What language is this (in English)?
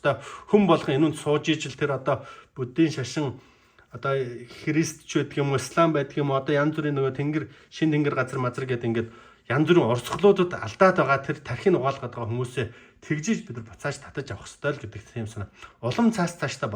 Mongolian